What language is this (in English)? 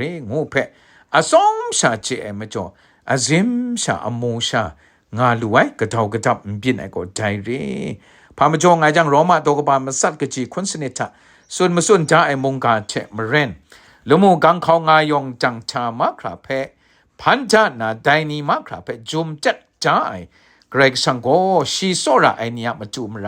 Kachin